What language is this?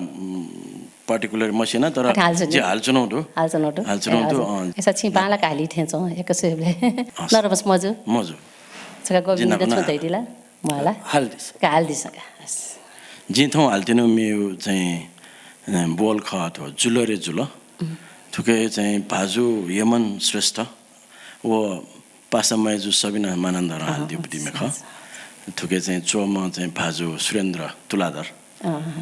Newari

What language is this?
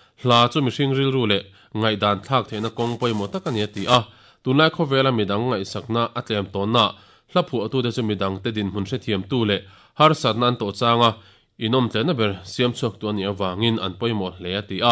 Mizo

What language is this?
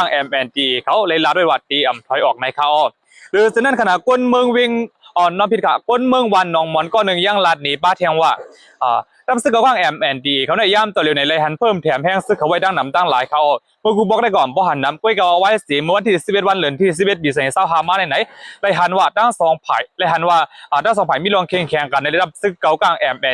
Shan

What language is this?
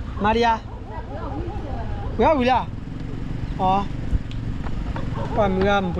S'gaw Karen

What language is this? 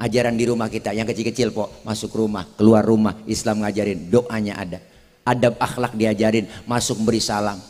Betawi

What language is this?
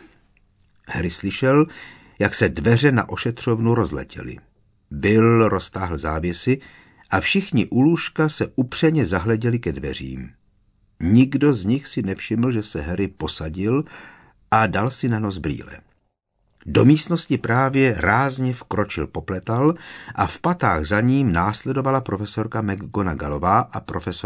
Czech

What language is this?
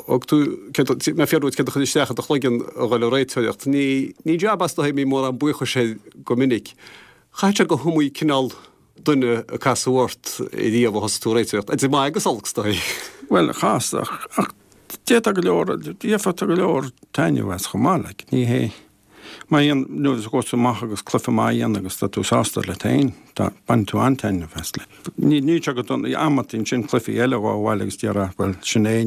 Irish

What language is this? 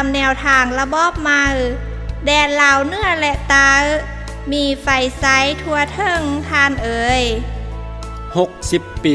Lao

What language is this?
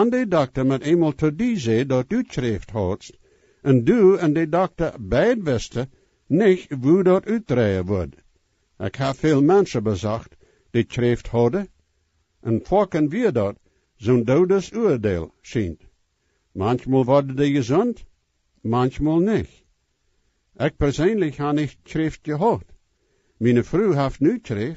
Plautdietsch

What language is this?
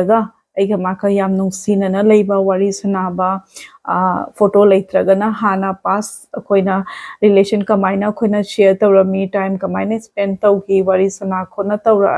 Manipuri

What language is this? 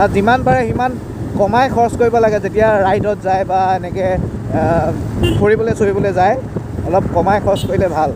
Assamese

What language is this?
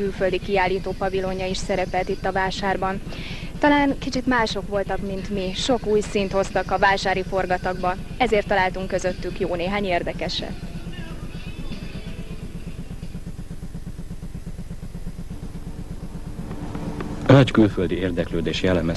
Hungarian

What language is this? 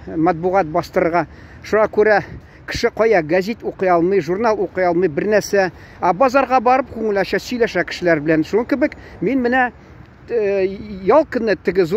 Tatar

